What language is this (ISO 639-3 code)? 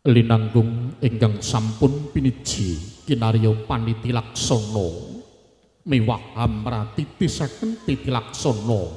jav